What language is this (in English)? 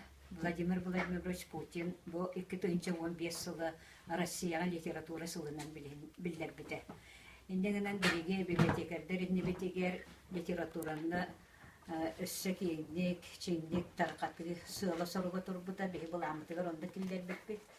Yakut